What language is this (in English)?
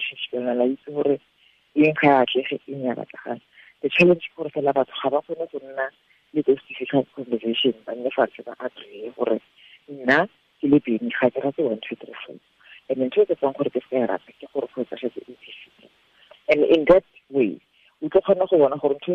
Tswana